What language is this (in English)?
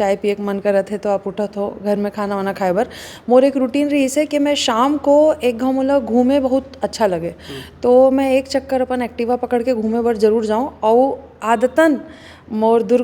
Chhattisgarhi